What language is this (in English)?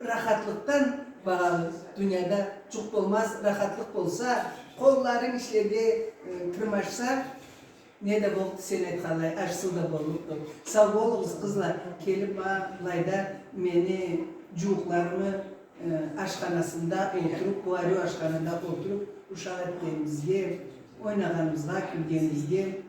Karachay-Balkar